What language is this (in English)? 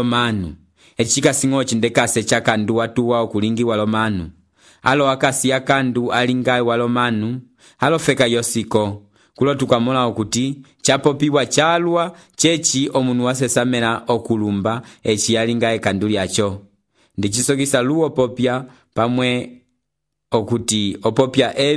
Umbundu